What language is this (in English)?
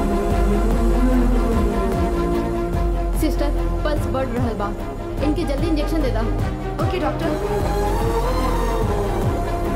Bhojpuri